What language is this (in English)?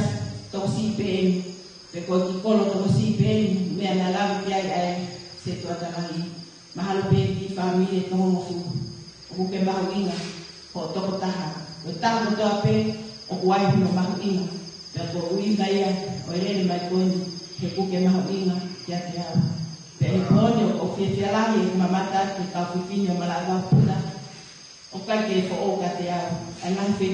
Tongan